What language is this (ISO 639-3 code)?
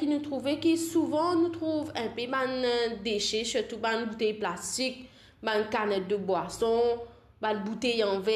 mfe